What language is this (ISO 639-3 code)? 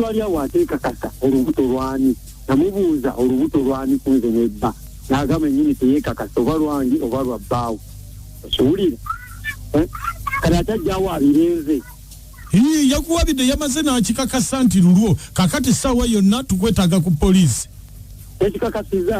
lug